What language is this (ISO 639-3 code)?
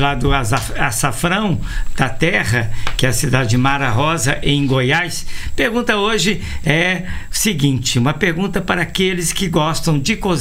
por